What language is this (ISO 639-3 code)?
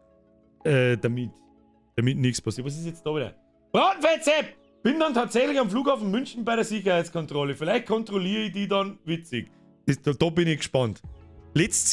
bar